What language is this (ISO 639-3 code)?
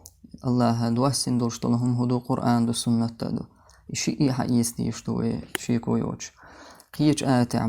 che